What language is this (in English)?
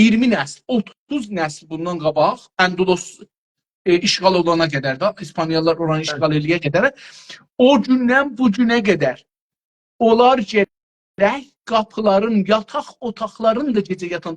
South Azerbaijani